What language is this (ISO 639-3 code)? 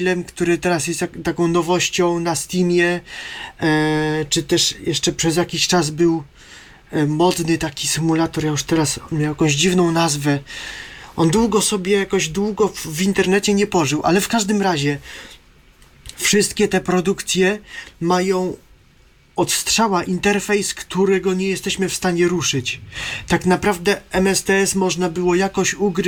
pol